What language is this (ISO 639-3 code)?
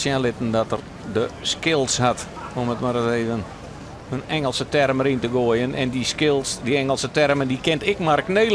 fry